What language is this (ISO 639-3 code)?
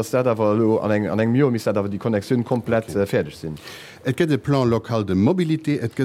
ltz